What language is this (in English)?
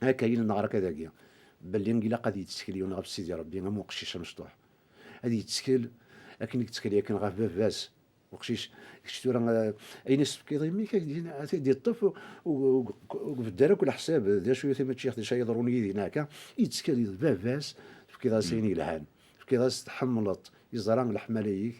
Kabyle